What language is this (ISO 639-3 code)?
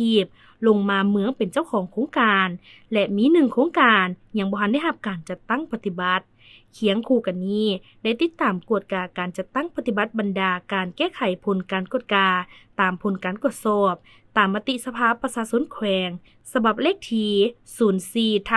lao